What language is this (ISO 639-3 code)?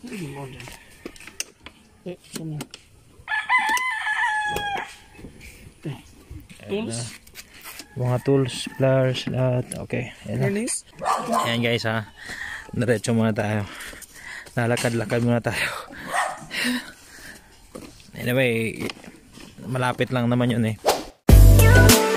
fil